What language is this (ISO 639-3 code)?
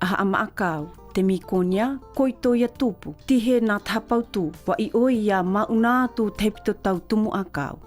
mqm